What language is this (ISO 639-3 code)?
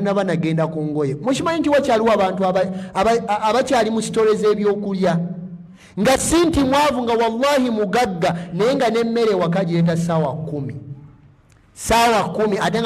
lug